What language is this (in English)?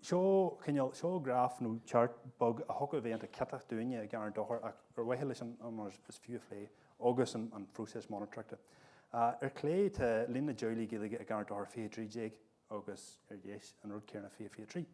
Irish